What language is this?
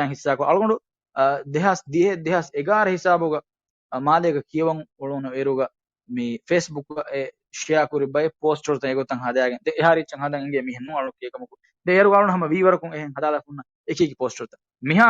Divehi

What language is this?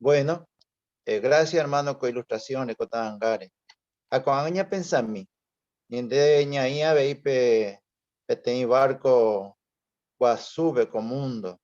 Guarani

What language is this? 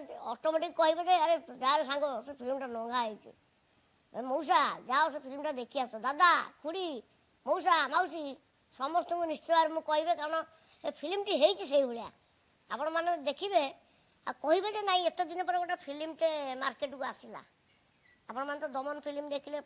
Odia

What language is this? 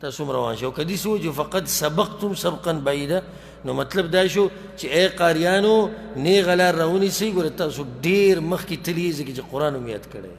Pashto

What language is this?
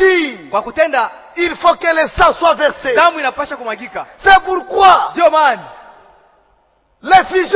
Swahili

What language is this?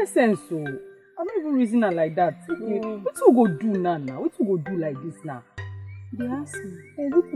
Nigerian Pidgin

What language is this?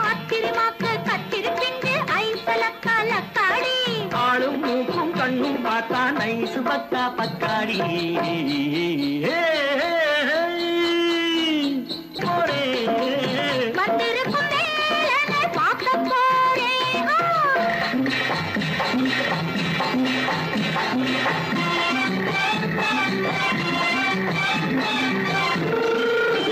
Tamil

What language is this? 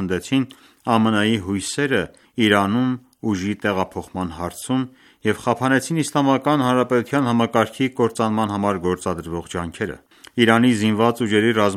Armenian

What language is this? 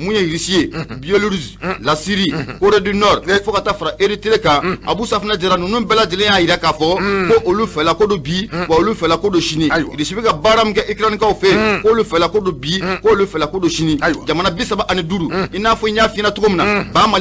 Bambara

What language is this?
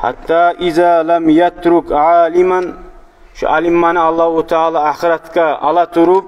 Kumyk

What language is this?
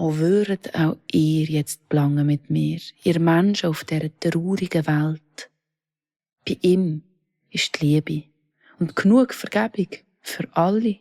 Swiss German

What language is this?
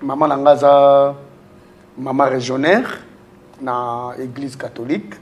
Lingala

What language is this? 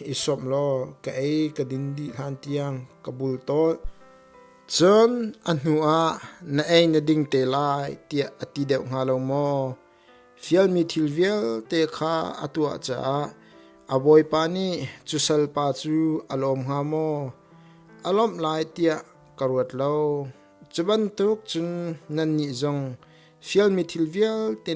Hakha Chin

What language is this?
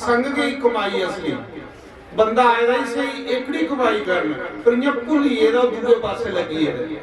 Dogri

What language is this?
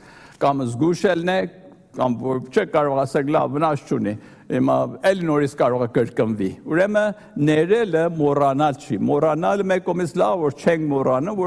Armenian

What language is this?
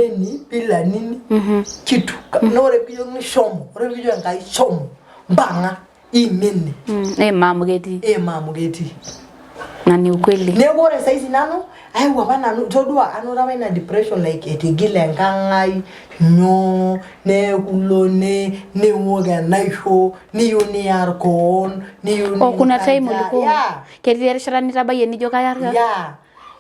Masai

